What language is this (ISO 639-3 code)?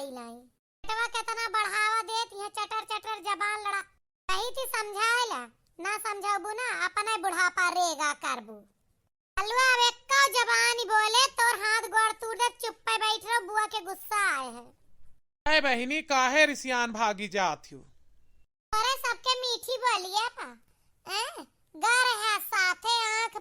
awa